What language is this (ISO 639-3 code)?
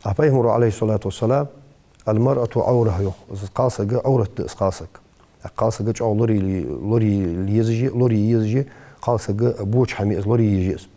inh